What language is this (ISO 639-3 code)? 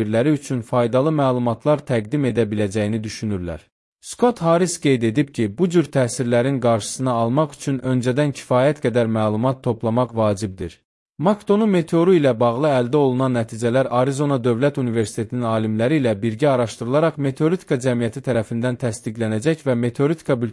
aze